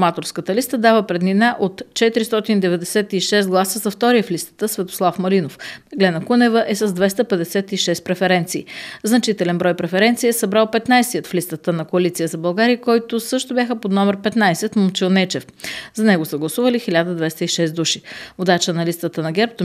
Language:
Bulgarian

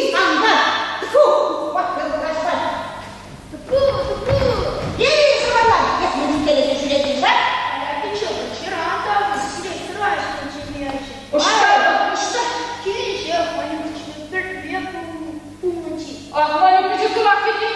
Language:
Chuvash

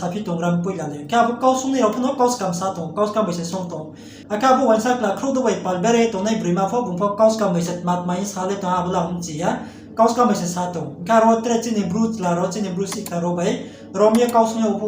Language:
Riang (India)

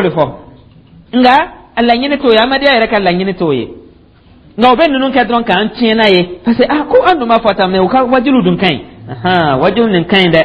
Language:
Dyula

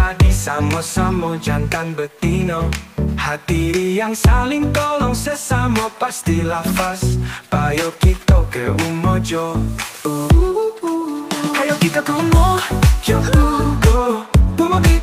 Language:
Musi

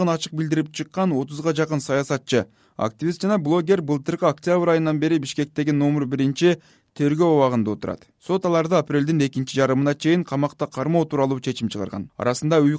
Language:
Kyrgyz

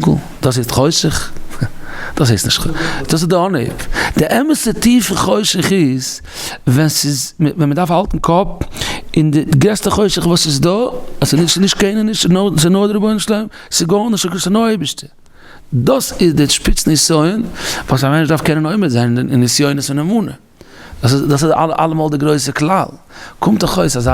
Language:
Yiddish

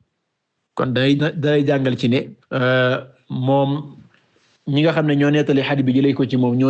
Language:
Wolof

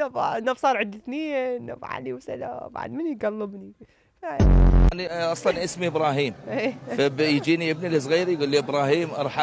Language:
Mesopotamian Arabic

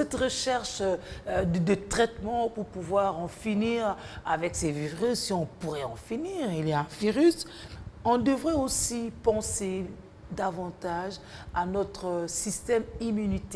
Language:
French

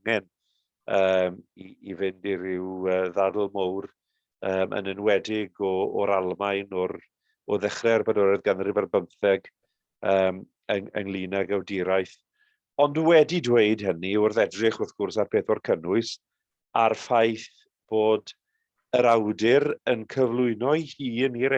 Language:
Welsh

